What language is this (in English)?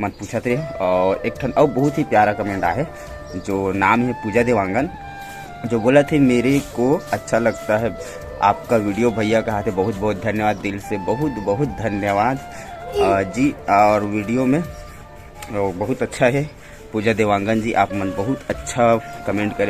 Chhattisgarhi